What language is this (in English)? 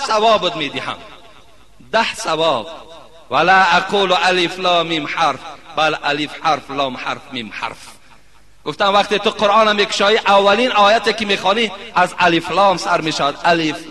Tajik